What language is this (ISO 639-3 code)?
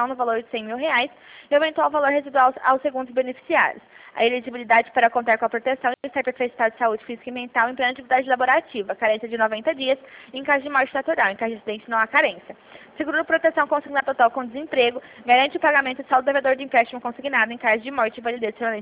por